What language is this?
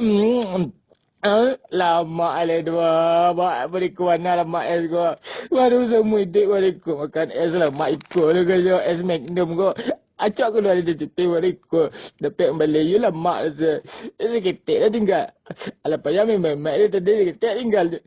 Minangkabau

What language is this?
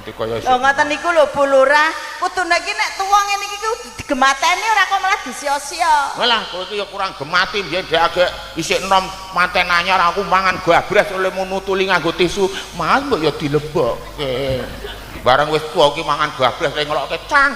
Javanese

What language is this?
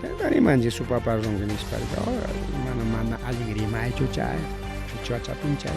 Ayacucho Quechua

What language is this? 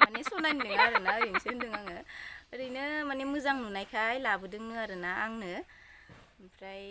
Bodo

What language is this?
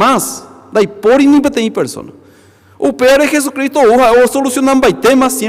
Guarani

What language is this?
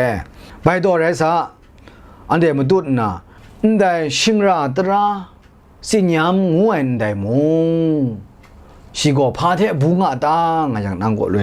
Kachin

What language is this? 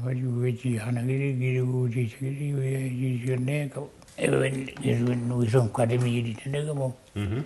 Mi'kmaw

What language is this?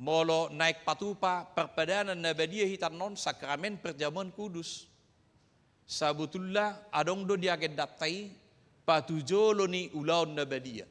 Batak Toba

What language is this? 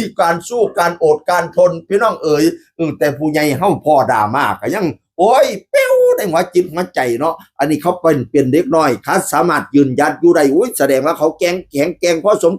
Northeastern Thai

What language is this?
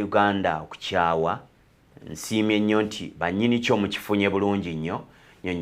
Ganda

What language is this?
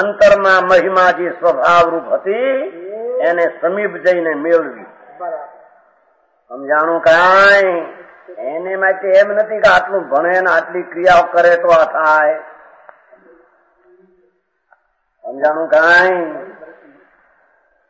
Gujarati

